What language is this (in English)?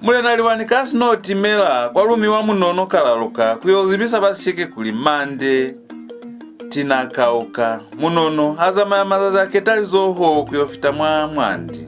Lozi